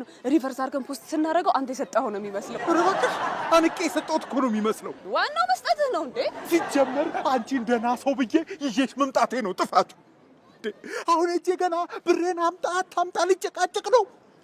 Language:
Amharic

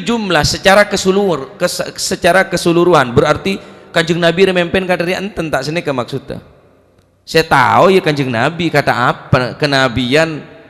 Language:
Madurese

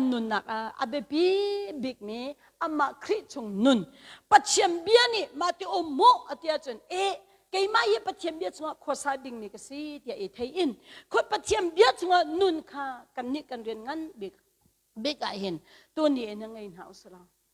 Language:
Hakha Chin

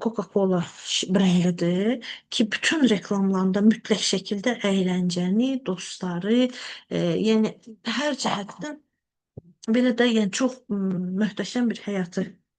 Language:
Azerbaijani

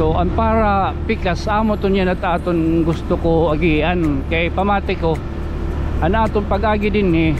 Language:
Waray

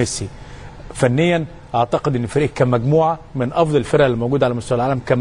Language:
Egyptian Arabic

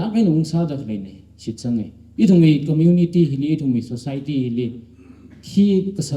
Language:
Tangkhul Naga (India)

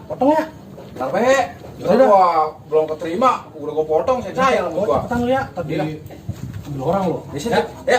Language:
Betawi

